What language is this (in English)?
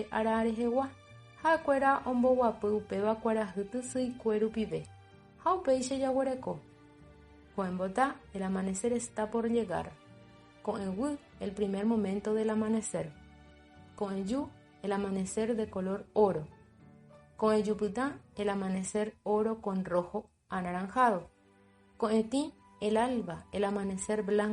Guarani